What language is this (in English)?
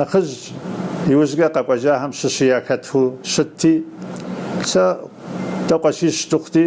Kabardian